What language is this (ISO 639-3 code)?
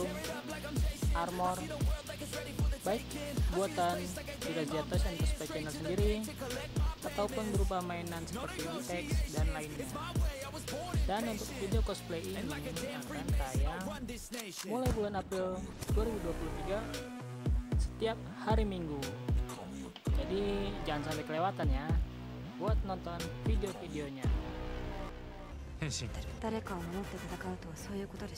ind